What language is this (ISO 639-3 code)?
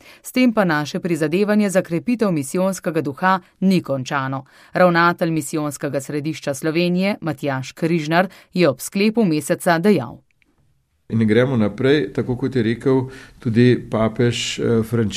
slv